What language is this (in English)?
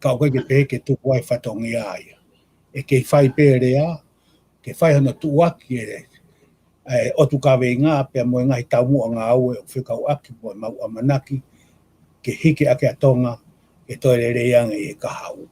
Tongan